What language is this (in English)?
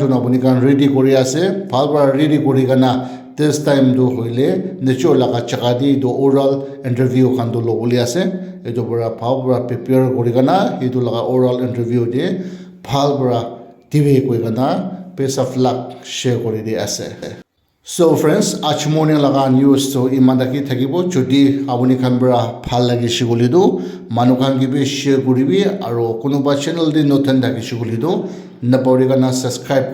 Naga Pidgin